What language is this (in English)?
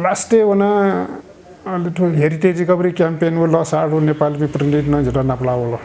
Newari